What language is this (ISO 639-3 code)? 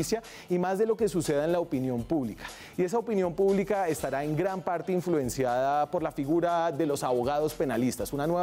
spa